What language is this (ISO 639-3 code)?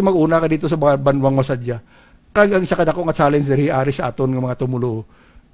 hil